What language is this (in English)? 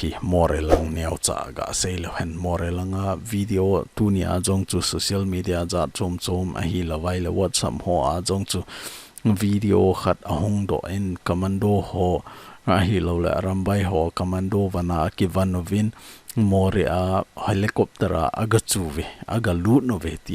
Thado Chin